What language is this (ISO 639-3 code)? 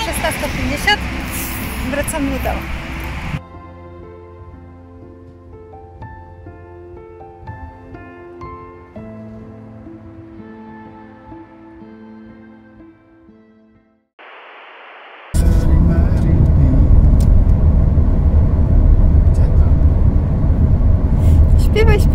pol